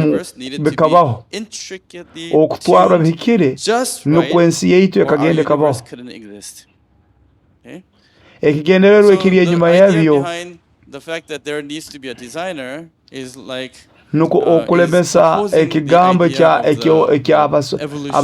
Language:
Nyoro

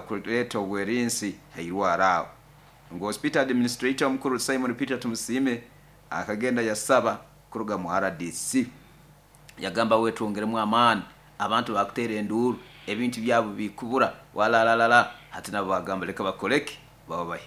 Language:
Nyoro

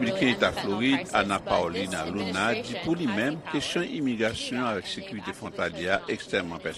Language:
Haitian Creole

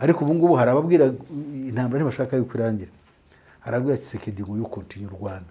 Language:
Kinyarwanda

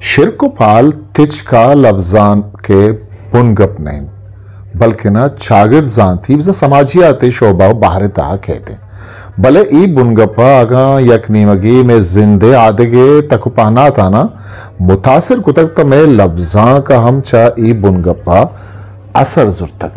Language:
Eastern Balochi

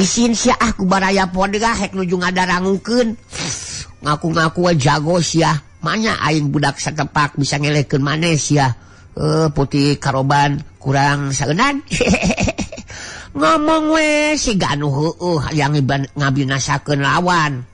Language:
Sundanese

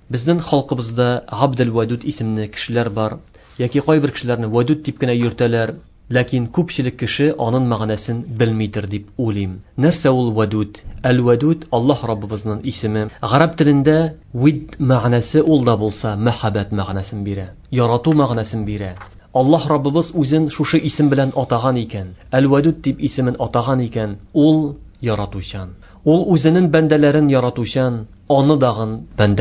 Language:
Tatar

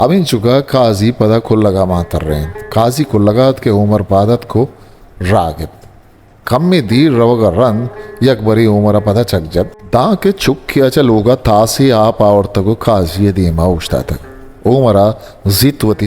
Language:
Eastern Balochi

